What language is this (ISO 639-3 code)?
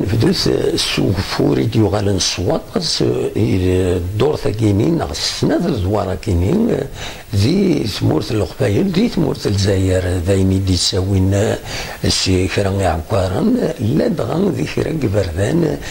kab